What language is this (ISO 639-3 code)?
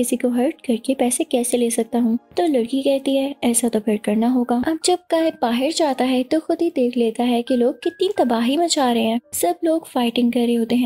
hin